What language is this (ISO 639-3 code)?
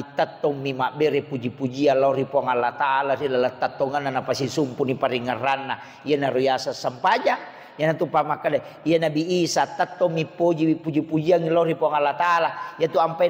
bug